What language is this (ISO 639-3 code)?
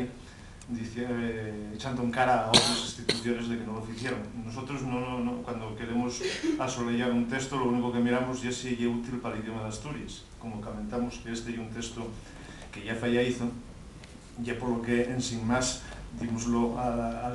ast